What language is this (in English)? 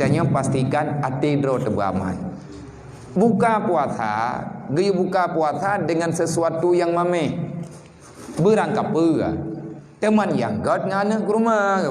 Achinese